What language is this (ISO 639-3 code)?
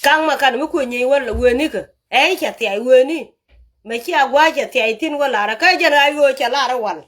nus